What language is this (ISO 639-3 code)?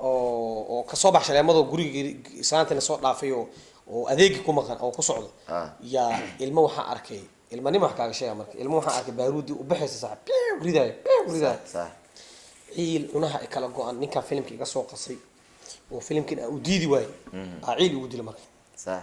som